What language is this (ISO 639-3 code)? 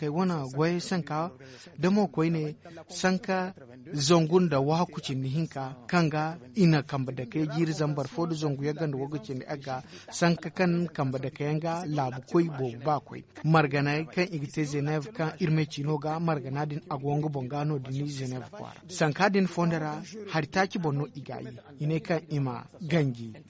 dje